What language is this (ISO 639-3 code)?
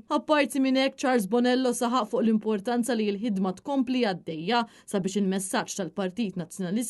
mlt